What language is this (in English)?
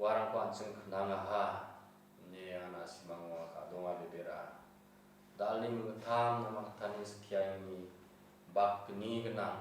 Garo